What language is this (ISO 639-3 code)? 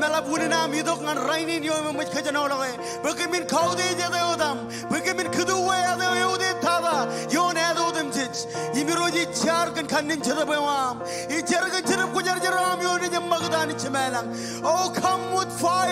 mah